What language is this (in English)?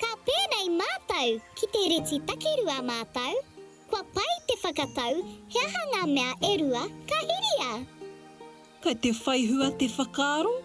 Māori